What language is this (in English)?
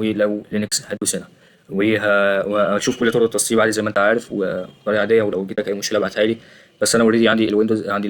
Egyptian Arabic